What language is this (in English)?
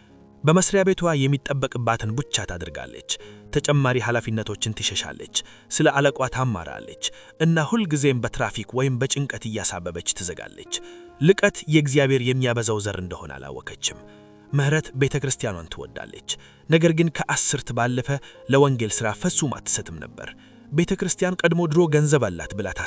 Amharic